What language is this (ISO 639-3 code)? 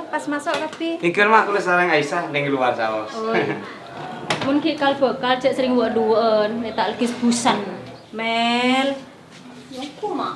mad